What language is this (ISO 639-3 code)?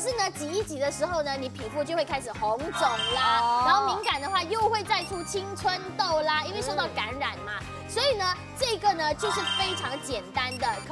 zho